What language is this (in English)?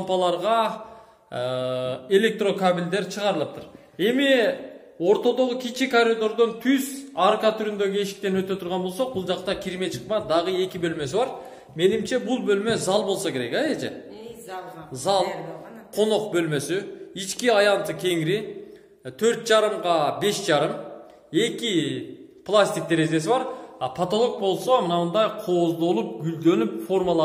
Kyrgyz